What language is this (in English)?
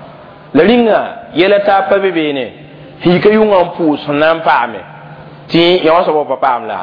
Mossi